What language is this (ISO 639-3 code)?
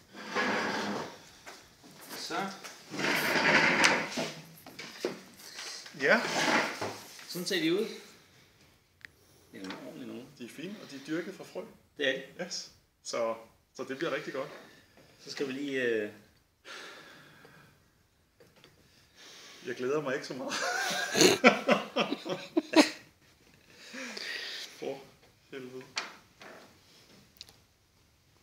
dan